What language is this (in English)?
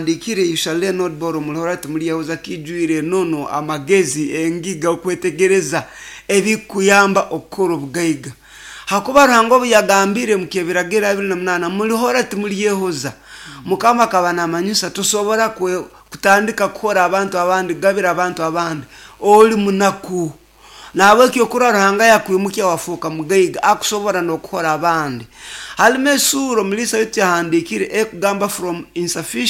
Nyoro